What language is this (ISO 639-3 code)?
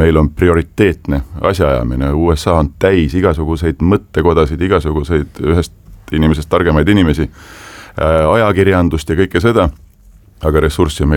est